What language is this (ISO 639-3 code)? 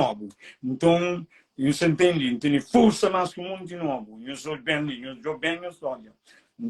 kea